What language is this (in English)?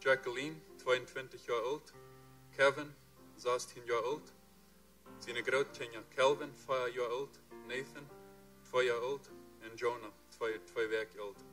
Plautdietsch